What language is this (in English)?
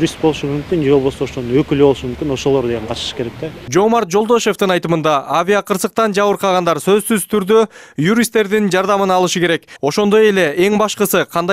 Kyrgyz